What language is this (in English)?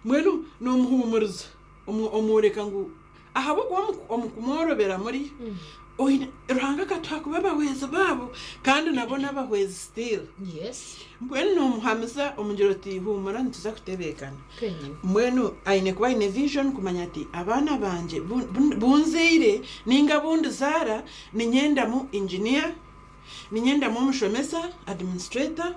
Nyankole